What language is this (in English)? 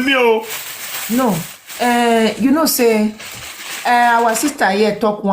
Nigerian Pidgin